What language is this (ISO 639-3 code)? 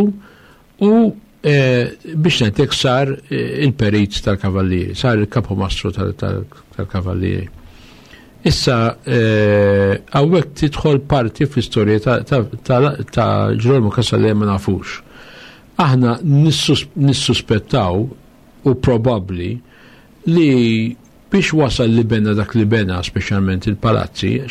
mlt